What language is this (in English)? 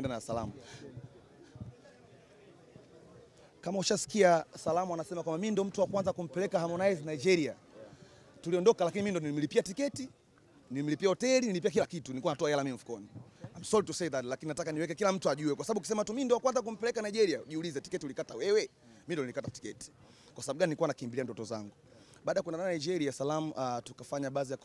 Swahili